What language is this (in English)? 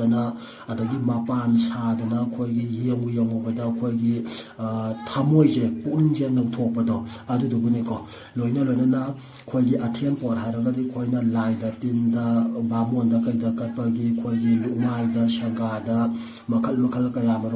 Manipuri